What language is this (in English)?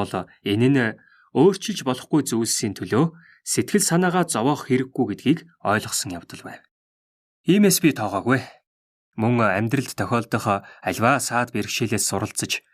Mongolian